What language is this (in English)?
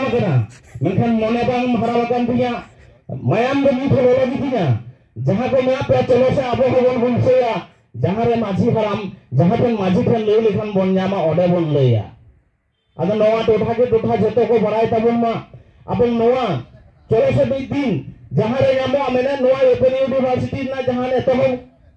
Santali